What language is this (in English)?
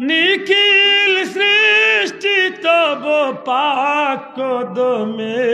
Sylheti